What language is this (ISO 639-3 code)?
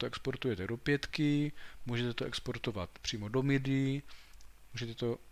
ces